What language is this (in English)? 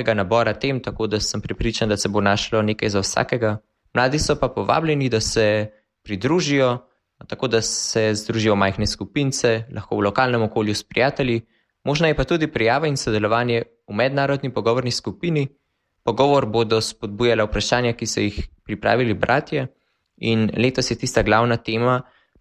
Slovenian